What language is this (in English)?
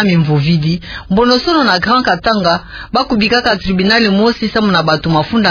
Kituba (Democratic Republic of Congo)